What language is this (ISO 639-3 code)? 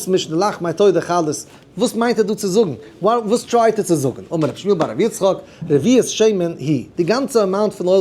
yid